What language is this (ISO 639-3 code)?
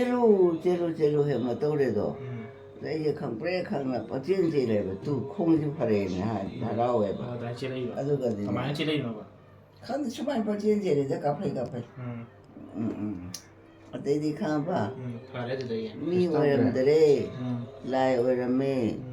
mni